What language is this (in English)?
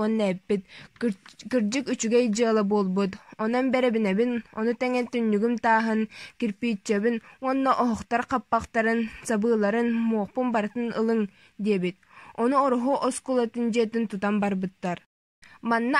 Yakut